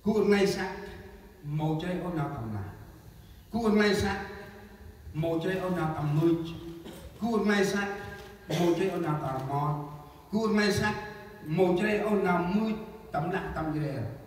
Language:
Central Mnong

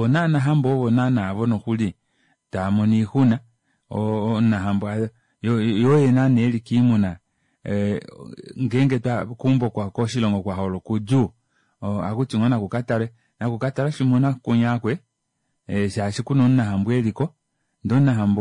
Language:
Kuanyama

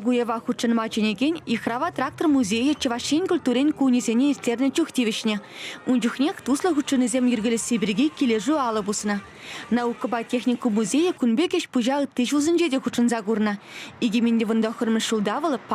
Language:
Chuvash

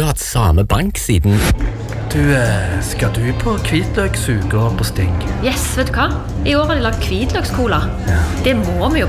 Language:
Norwegian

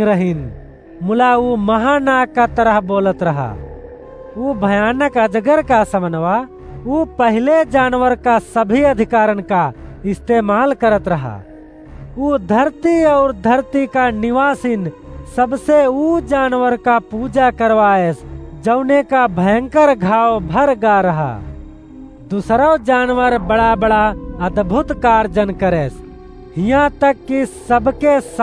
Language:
Awadhi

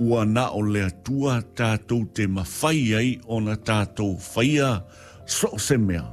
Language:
Samoan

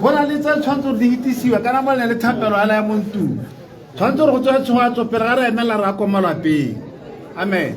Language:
Tswana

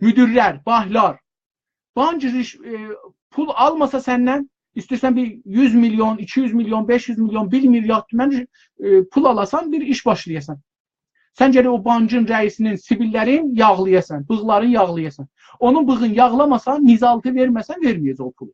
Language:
South Azerbaijani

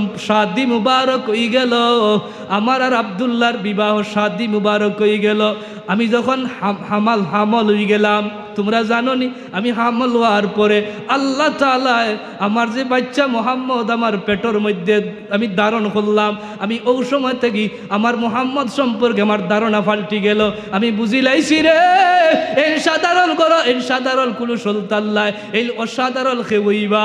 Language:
Sylheti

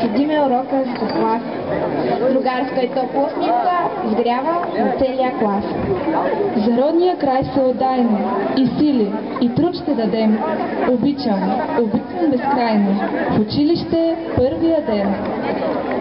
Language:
Bulgarian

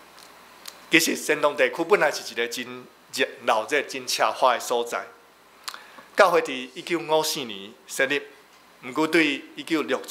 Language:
Min Nan Chinese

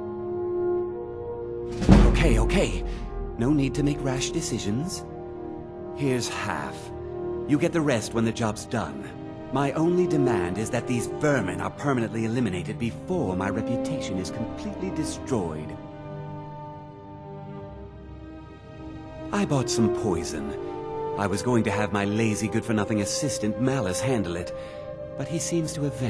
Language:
English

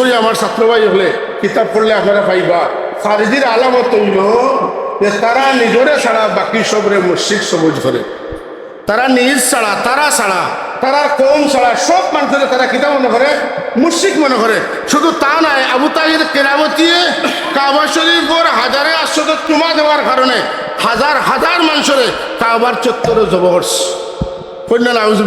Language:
Sylheti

